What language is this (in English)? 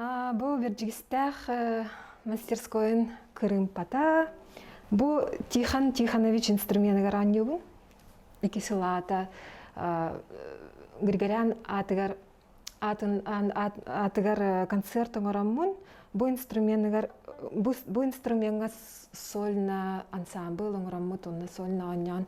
Yakut